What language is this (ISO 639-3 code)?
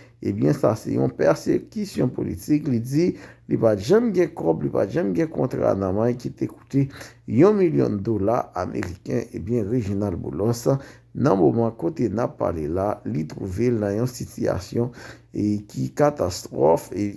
hat